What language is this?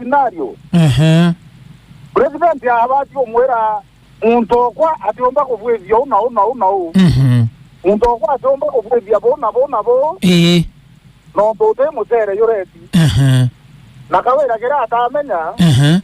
Meru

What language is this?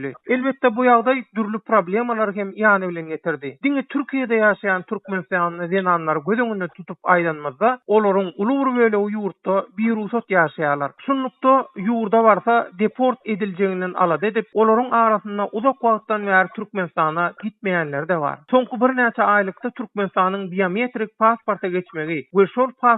Turkmen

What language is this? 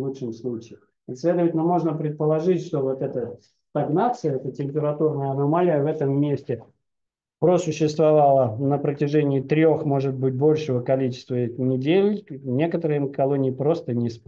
Russian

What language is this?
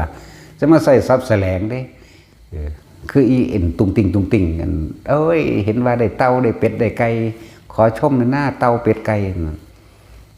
Northeastern Thai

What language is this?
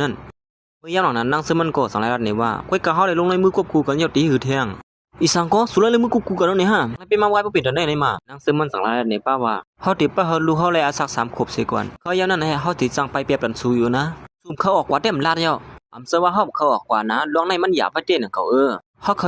Shan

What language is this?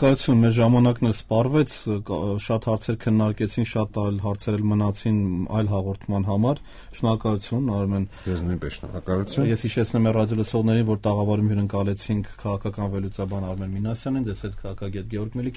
Armenian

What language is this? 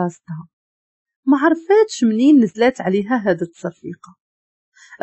Moroccan Arabic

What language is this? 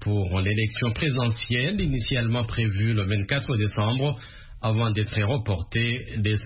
French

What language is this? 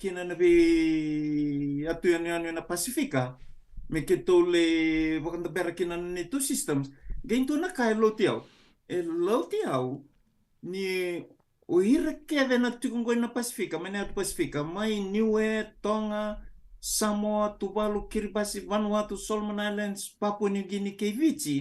Fijian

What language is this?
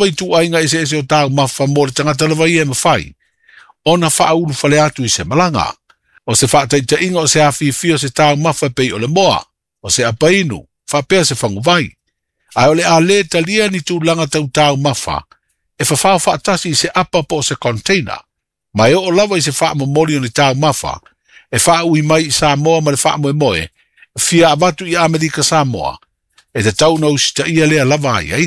Samoan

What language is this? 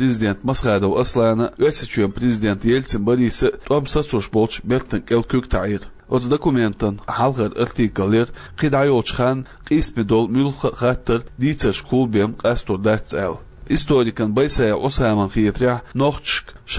Chechen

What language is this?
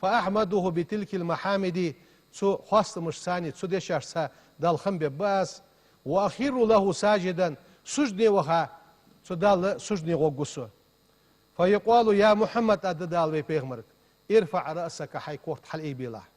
Ingush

